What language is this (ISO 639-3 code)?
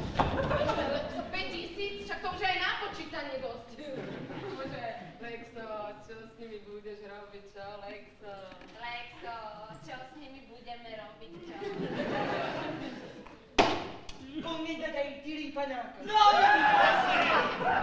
slk